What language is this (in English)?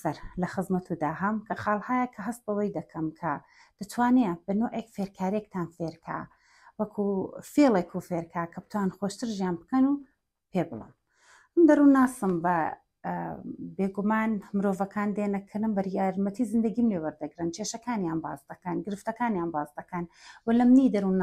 Central Kurdish